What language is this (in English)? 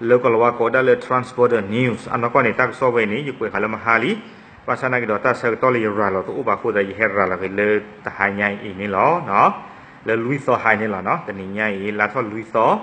S'gaw Karen